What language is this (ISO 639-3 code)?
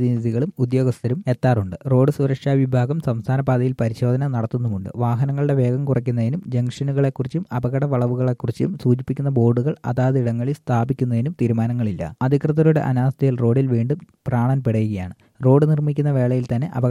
mal